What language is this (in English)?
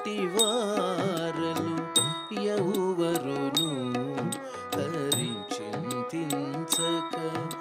Telugu